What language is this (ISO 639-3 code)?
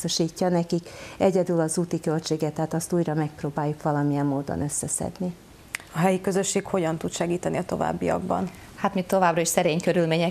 hun